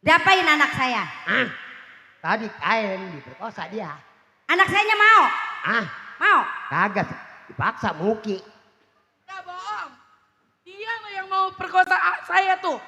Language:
Betawi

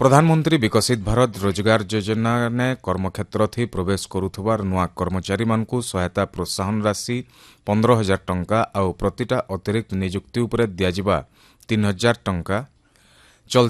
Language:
Odia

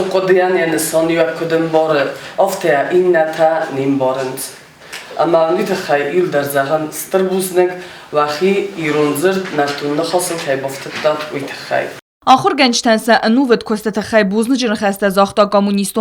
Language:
Ossetic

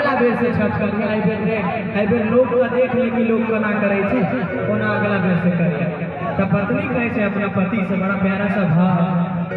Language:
Maithili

